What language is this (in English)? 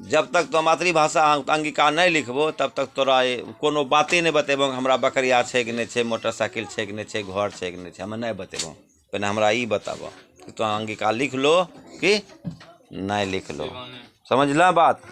Angika